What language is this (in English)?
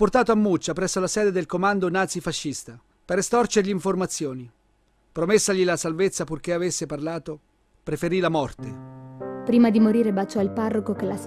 Italian